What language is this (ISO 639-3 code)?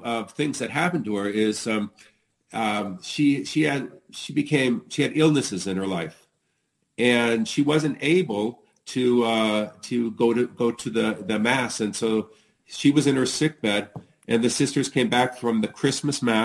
eng